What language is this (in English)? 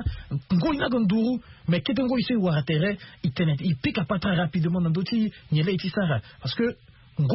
Sango